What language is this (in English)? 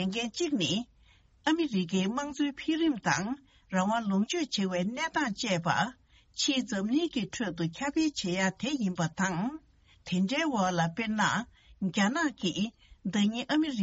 Tibetan